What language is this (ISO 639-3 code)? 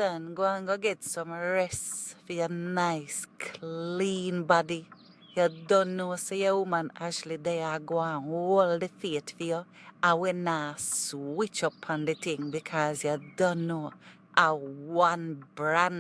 jam